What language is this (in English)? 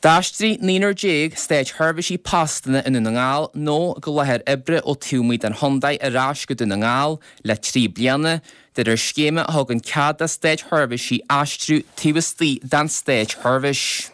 Irish